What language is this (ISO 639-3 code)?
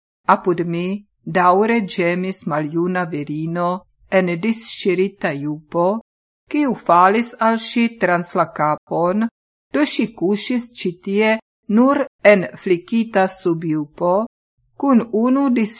epo